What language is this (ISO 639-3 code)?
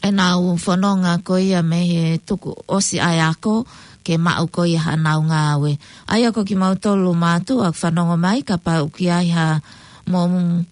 ton